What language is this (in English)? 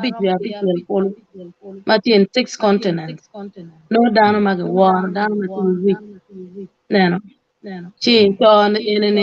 Acoli